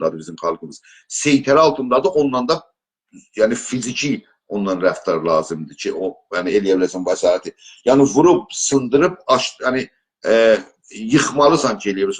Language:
South Azerbaijani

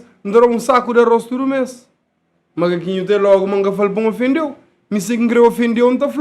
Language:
Kabuverdianu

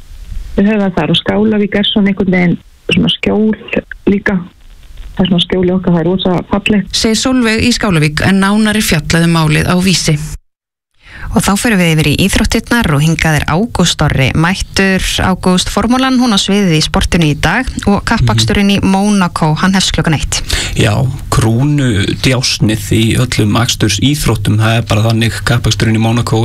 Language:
Icelandic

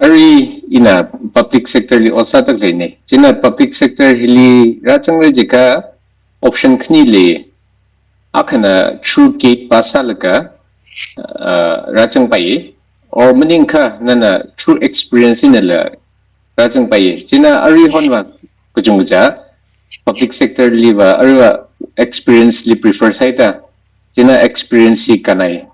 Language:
Tangkhul Naga (India)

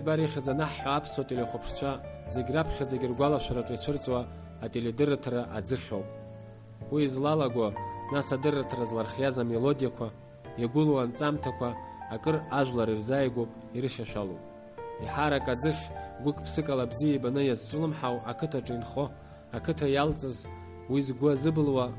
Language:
Abkhazian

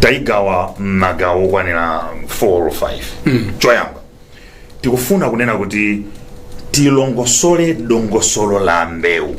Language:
Nyanja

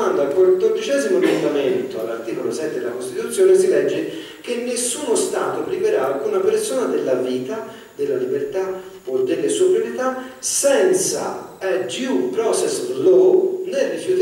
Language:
Italian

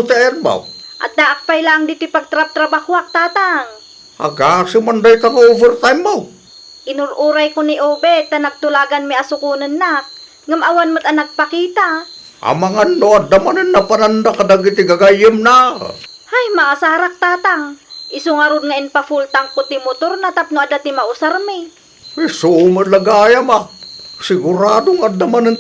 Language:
Iloko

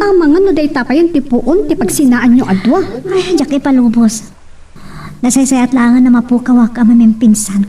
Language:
Iloko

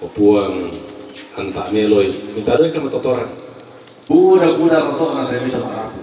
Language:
Toraja-Sa'dan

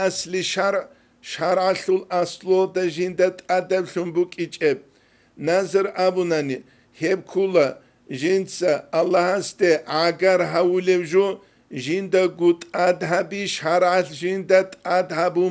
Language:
Avaric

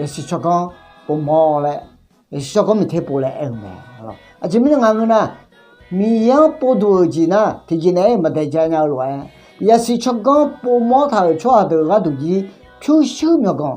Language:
Akha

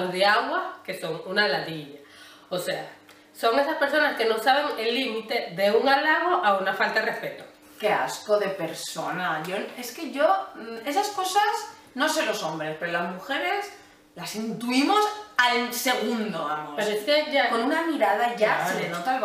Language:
Spanish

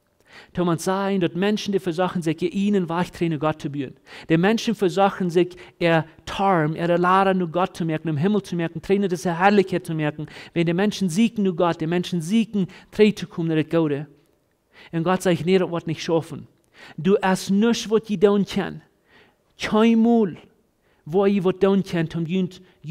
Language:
Plautdietsch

